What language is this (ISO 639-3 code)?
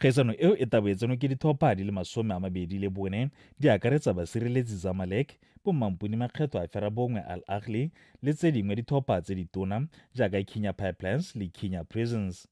tsn